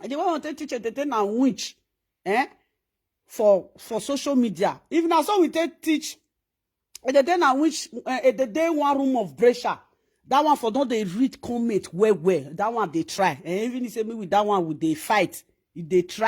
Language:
Nigerian Pidgin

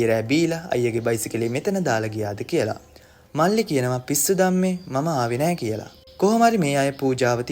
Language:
Sinhala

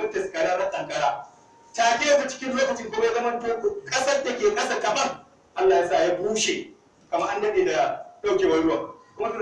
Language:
Hausa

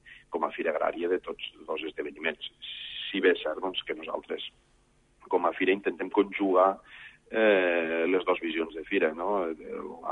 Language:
Catalan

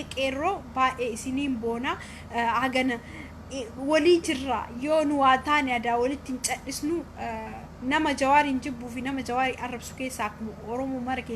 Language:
Oromo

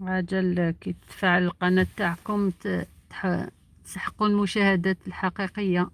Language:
Algerian Arabic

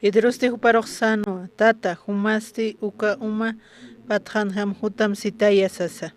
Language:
Aymara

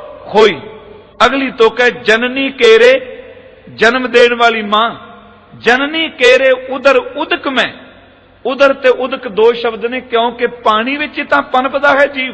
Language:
Punjabi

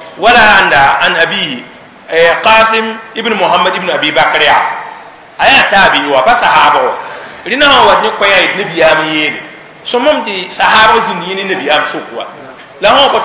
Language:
Mossi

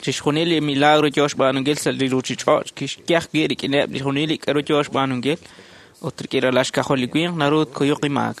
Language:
Kekchí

